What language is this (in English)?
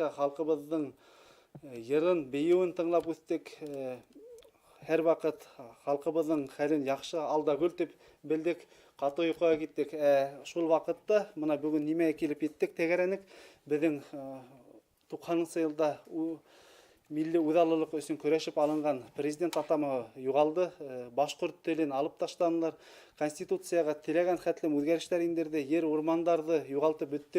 Bashkir